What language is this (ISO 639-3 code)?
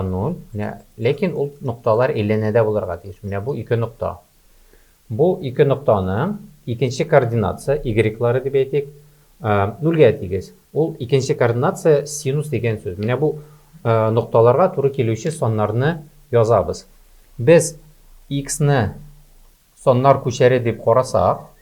tat